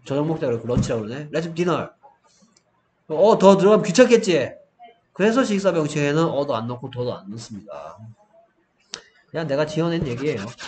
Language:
Korean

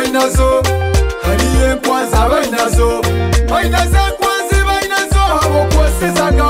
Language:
Nyoro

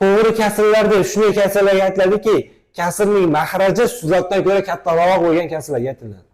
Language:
Uzbek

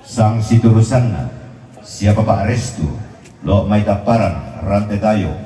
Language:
Toraja-Sa'dan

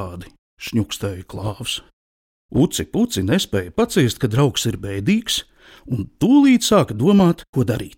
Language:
Latvian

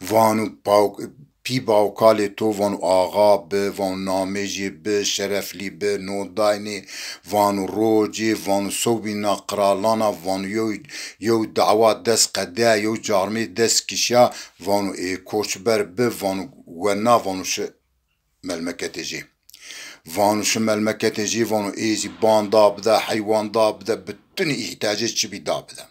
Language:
Zaza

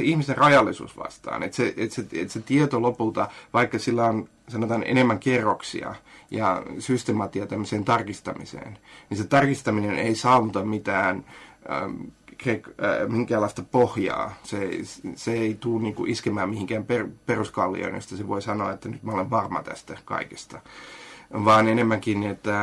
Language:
Finnish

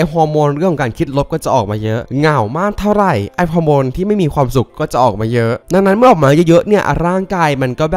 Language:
Thai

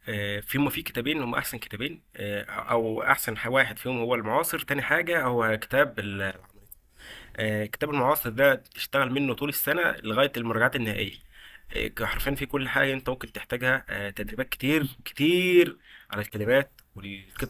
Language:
Egyptian Arabic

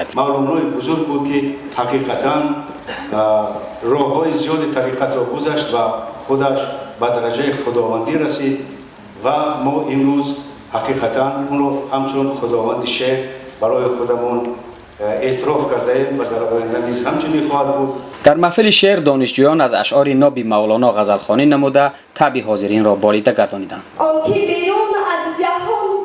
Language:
Tajik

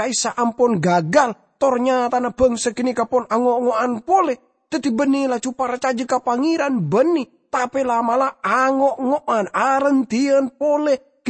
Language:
Madurese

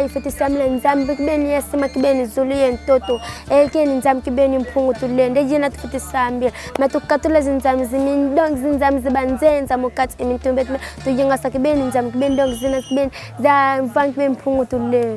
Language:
Kongo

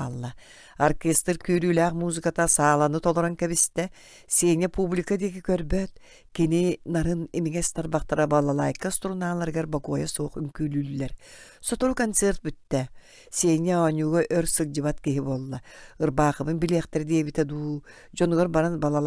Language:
Yakut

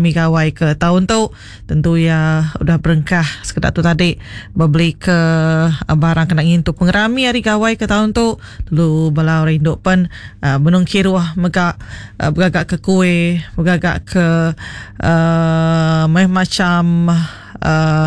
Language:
Iban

